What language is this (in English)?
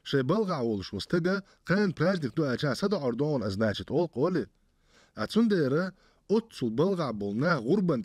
Chechen